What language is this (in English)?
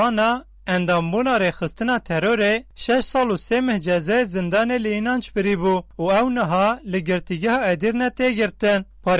Kurdish